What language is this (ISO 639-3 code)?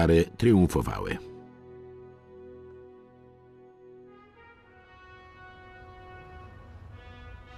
pol